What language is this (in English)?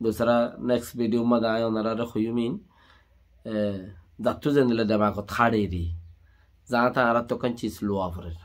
Rohingya